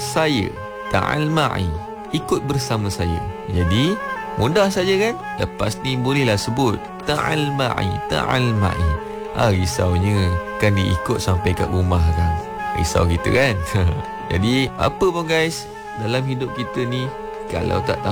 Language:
Malay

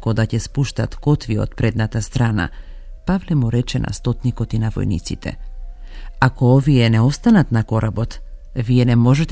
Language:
Macedonian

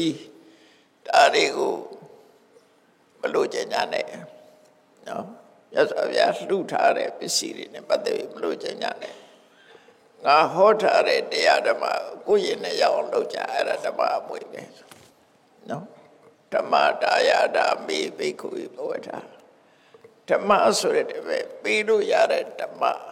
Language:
Burmese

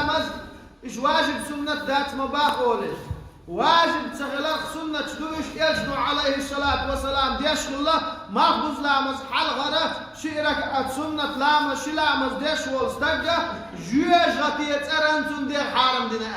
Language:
Chechen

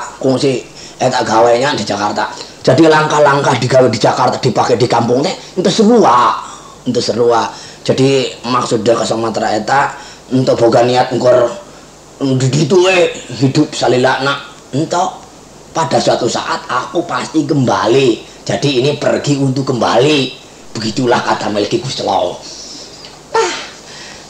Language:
Sundanese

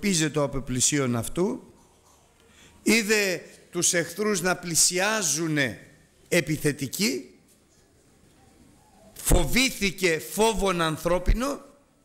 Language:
Greek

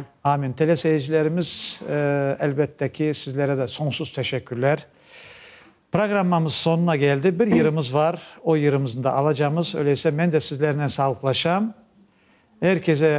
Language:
Crimean Tatar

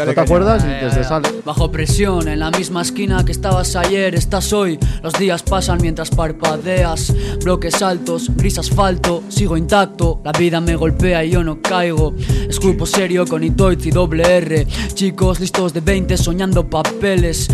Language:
Spanish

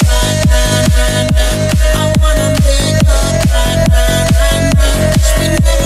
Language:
English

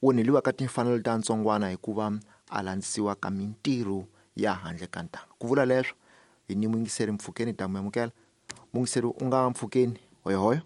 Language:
Tsonga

